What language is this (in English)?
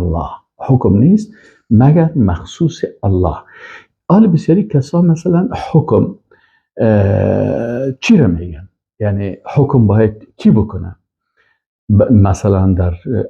Persian